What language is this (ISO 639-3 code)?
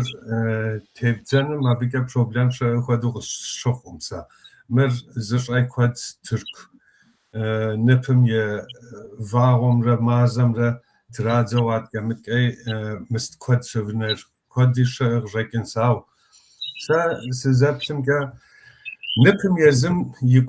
kbd